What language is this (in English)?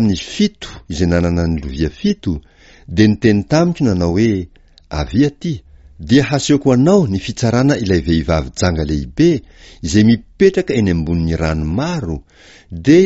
Malagasy